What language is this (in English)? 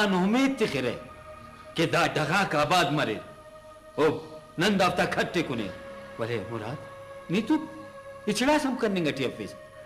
Brahui